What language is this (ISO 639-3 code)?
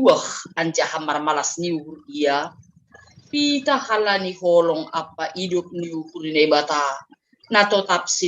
bts